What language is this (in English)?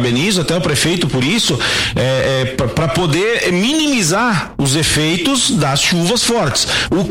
Portuguese